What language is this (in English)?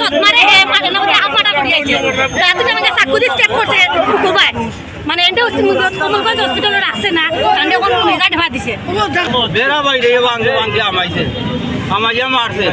Sylheti